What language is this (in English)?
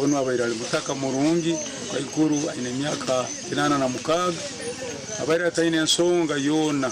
Nyankole